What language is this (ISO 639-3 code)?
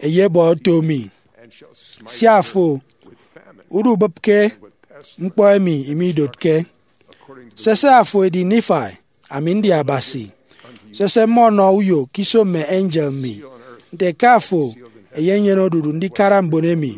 efi